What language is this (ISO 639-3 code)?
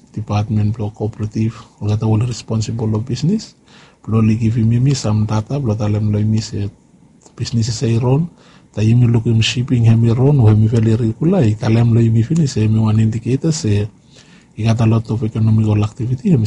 bis